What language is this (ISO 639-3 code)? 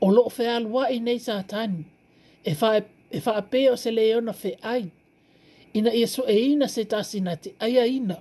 smo